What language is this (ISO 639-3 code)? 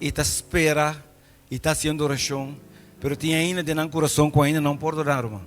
pap